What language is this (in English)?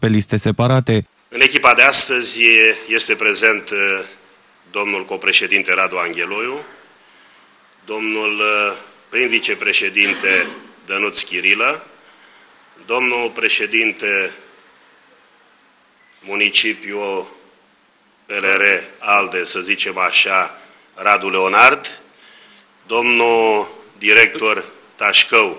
Romanian